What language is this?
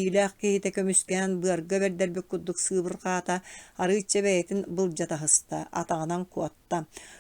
Yakut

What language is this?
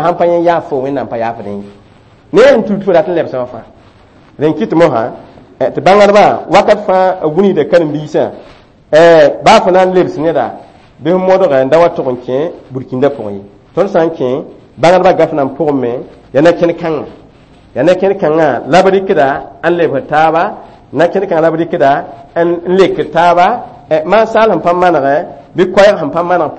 Mossi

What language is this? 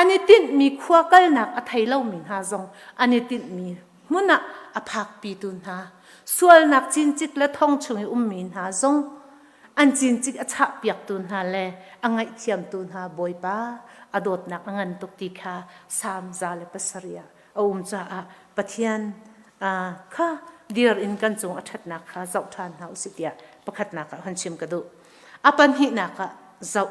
Hakha Chin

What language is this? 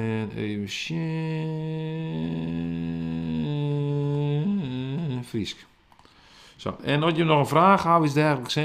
Western Frisian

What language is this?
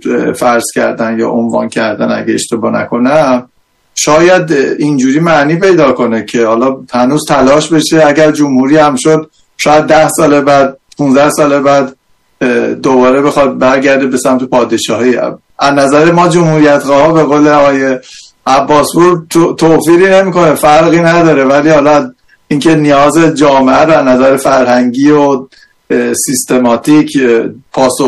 Persian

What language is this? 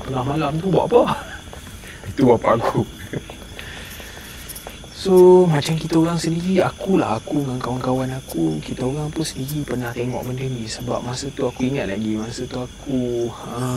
Malay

